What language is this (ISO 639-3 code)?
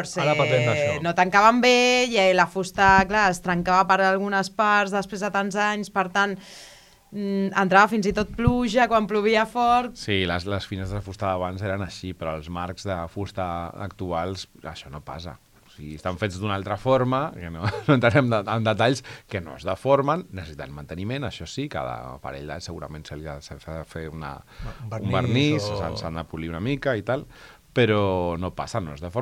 cat